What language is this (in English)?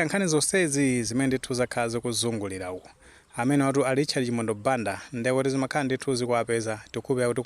Nyanja